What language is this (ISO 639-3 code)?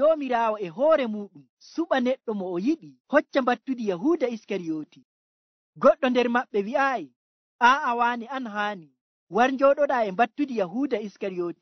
fuv